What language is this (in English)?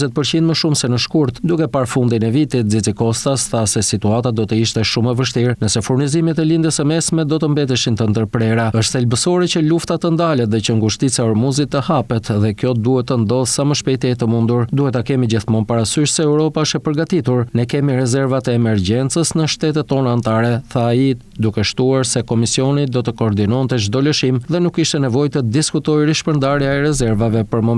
Albanian